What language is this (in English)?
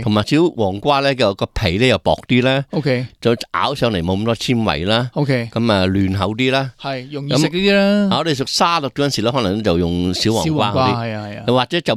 Cantonese